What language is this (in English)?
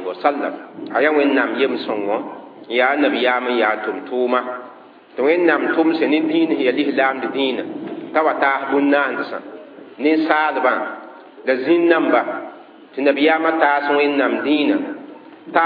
Mossi